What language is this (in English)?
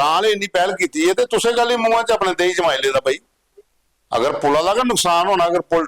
Dogri